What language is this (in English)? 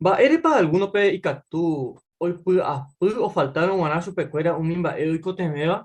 Guarani